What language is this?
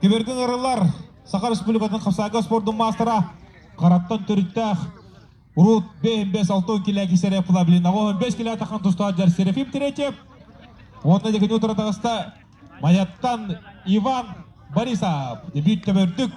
Yakut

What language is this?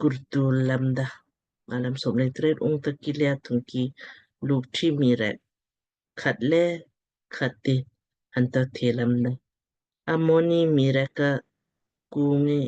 Lamkang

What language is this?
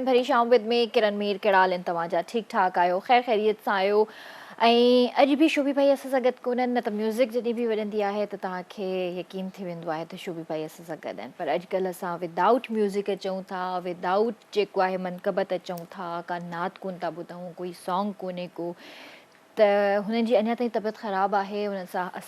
Sindhi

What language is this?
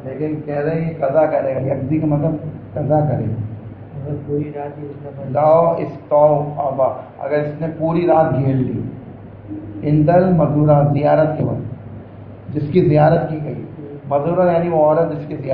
Urdu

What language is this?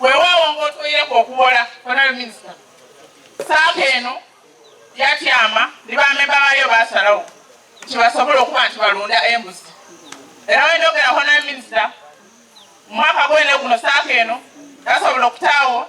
Ganda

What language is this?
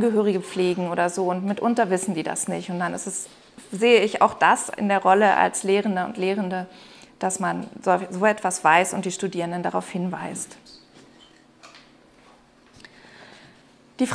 German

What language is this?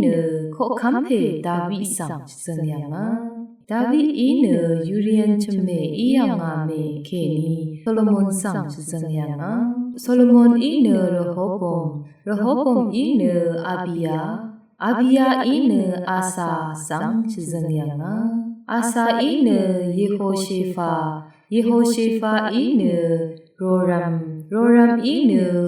Rawang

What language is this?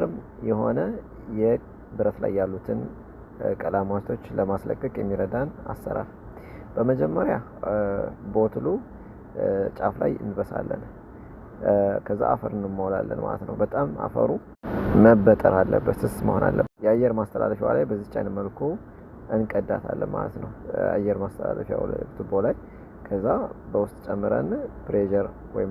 Amharic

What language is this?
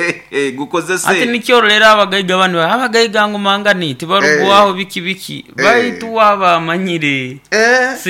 Nyoro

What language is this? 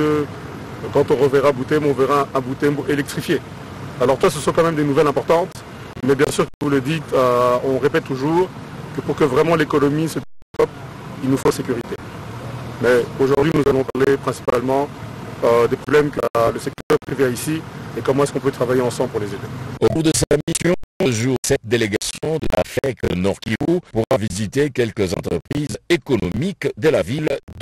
French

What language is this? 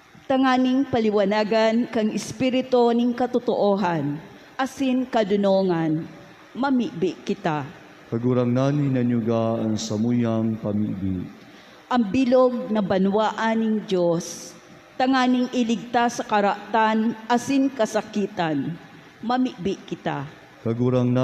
Bikol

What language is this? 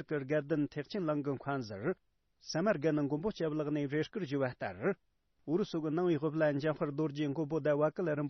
Tibetan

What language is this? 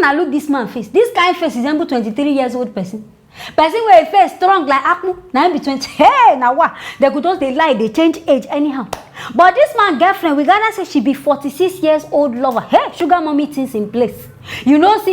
Nigerian Pidgin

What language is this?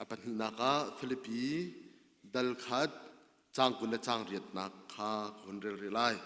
Hakha Chin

